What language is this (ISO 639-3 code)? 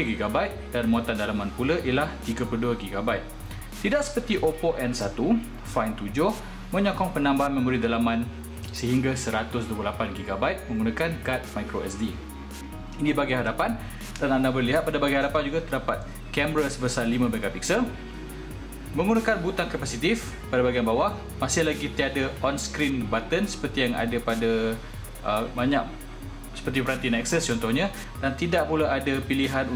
msa